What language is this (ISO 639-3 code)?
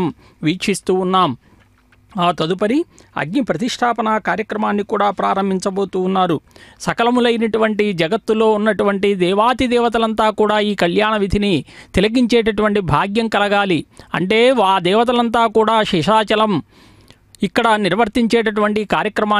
tel